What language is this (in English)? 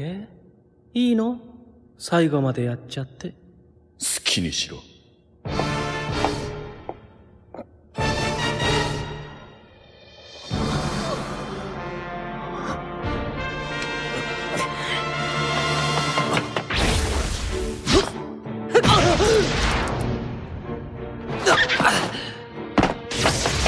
Japanese